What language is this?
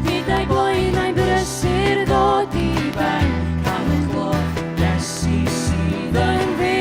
Welsh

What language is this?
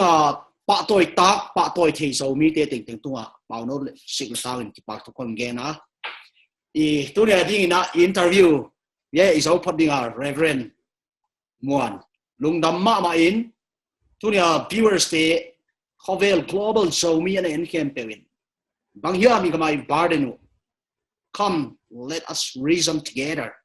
Paite Chin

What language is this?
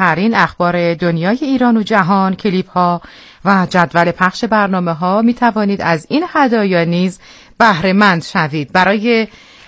Persian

